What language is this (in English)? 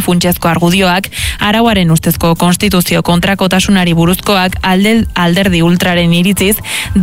Basque